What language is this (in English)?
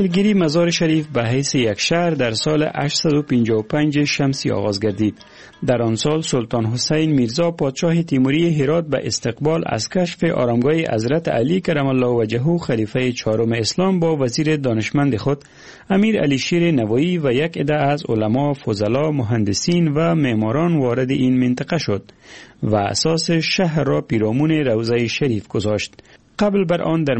Persian